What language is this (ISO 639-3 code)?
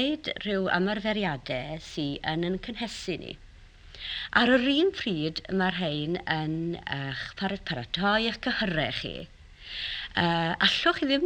cym